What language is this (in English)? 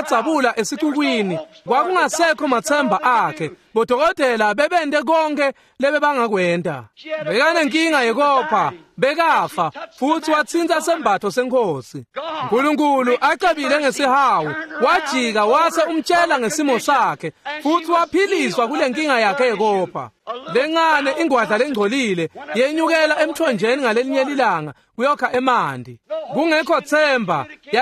Swati